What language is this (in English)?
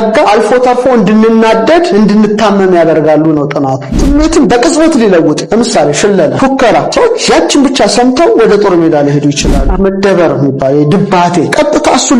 Amharic